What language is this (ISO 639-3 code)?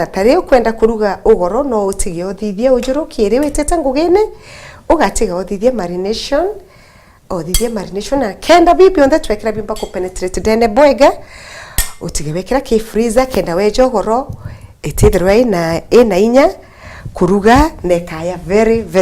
mer